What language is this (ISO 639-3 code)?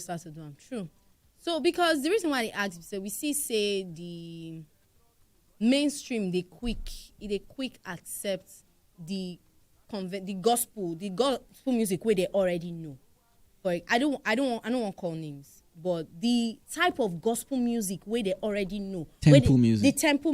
pcm